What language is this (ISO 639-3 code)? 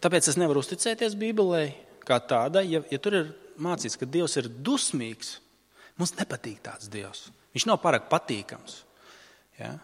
lav